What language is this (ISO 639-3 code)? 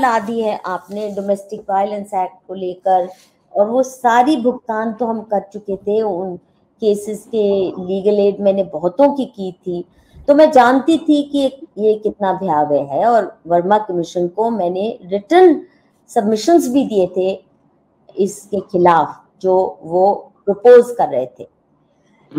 hin